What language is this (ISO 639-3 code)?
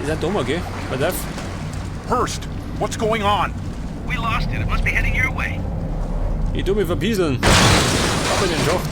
bar